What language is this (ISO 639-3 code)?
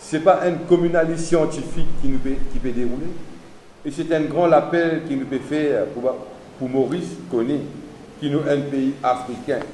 mfe